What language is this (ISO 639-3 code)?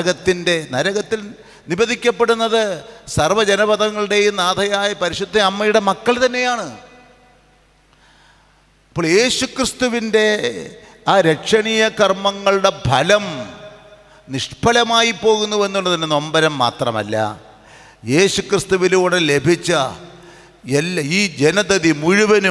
mal